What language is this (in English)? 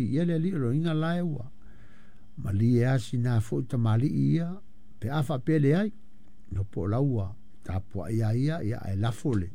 Samoan